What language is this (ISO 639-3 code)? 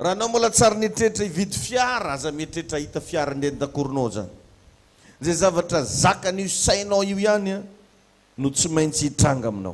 mlg